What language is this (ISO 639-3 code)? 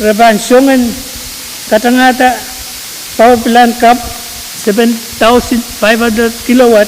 pon